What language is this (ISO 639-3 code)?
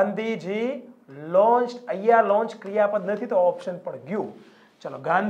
guj